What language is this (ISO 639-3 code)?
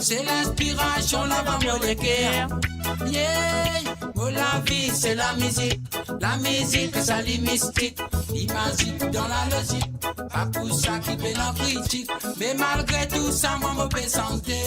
mfe